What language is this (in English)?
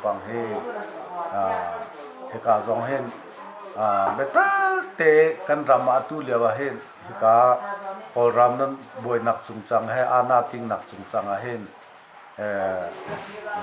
Hakha Chin